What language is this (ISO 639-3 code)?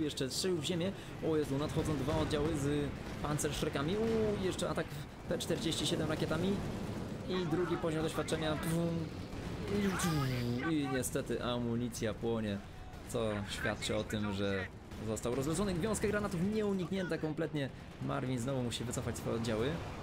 pol